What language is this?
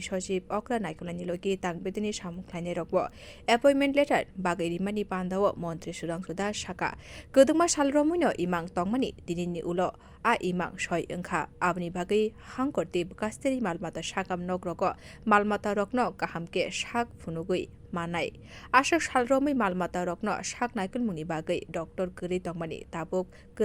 Kok Borok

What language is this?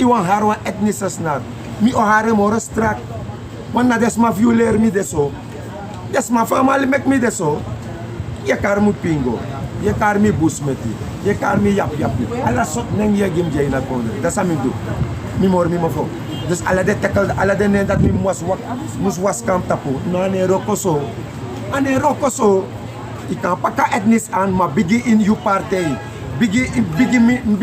Sranan Tongo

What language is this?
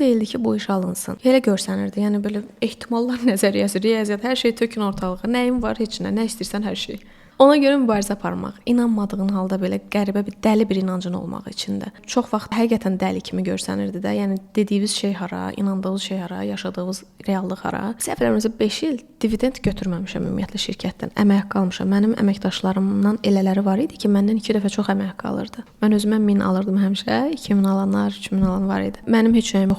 Azerbaijani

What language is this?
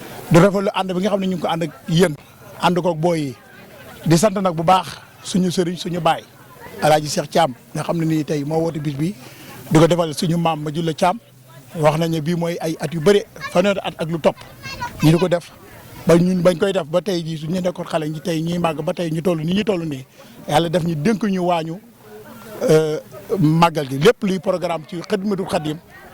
Wolof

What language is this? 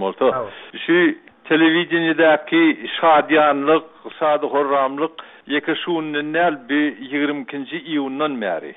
Turkmen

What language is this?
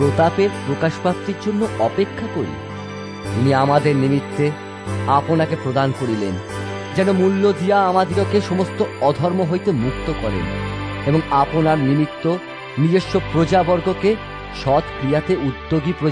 Bangla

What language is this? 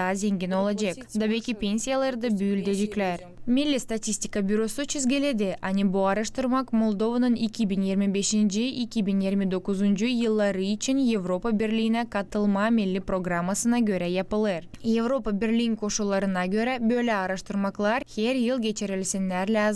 Gagauz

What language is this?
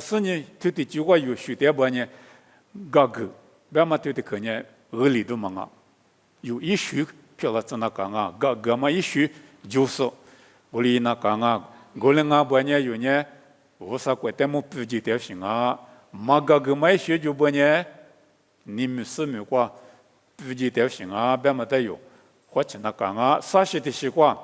Lisu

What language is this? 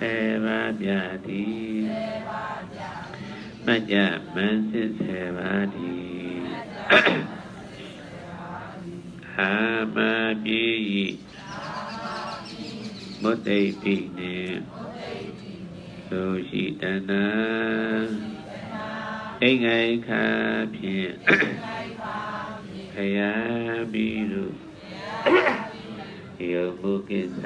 Burmese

